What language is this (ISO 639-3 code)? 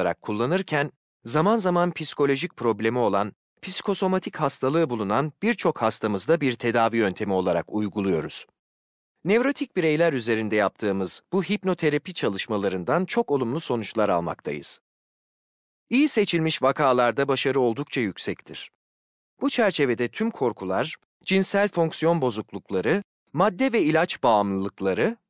tur